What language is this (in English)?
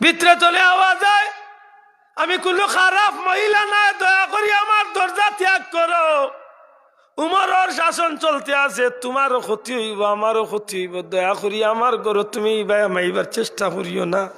Sylheti